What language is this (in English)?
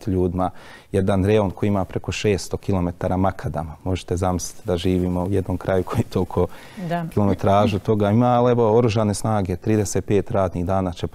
Bosnian